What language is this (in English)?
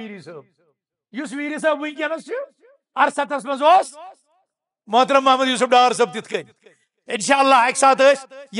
Kashmiri